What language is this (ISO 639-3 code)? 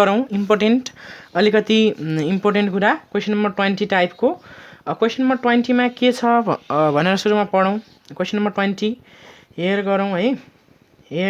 nep